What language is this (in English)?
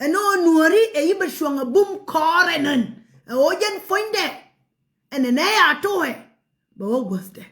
Nuer